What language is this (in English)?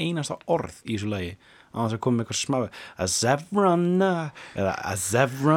Icelandic